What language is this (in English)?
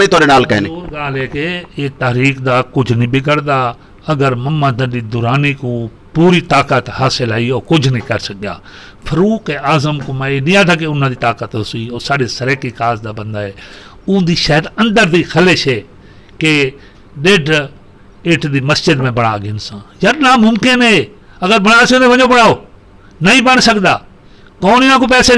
Saraiki